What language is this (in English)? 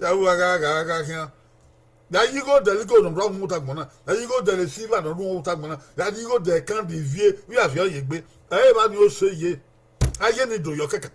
Bini